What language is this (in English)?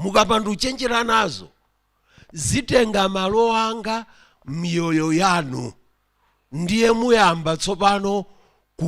Nyanja